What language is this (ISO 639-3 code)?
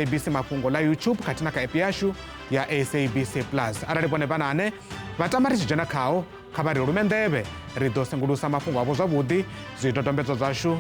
ven